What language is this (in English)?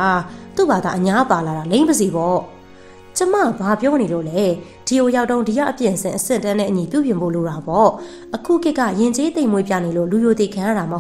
Burmese